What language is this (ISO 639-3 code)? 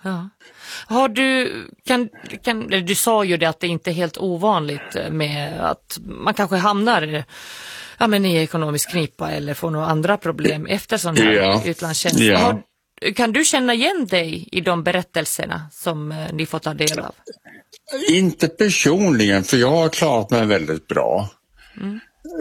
swe